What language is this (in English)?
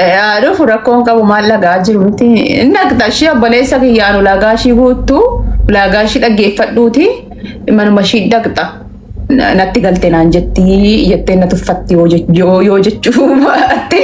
Oromo